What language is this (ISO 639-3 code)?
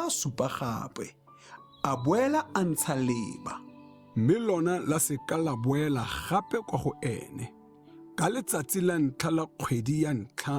tsn